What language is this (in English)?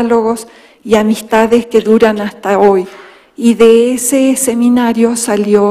Spanish